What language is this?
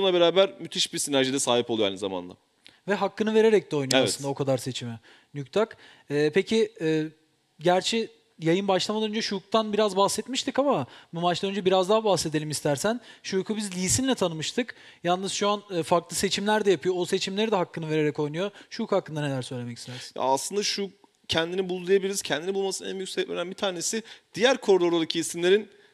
Turkish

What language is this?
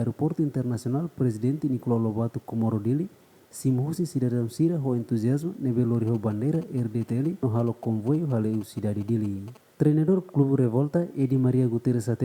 Tetum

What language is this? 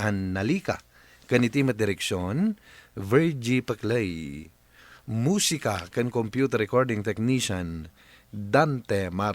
Iloko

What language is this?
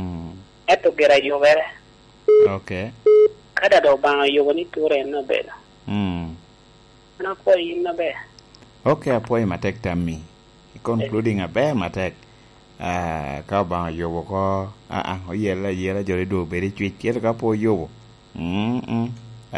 Lango (Uganda)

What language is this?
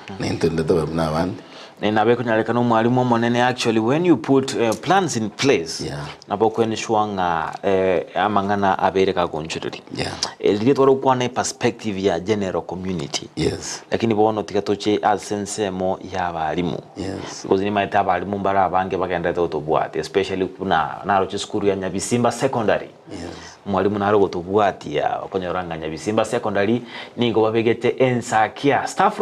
Gusii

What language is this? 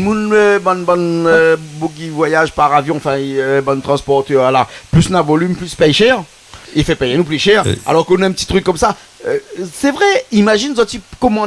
Réunion Creole French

